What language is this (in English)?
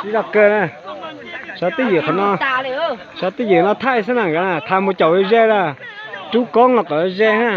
Hmong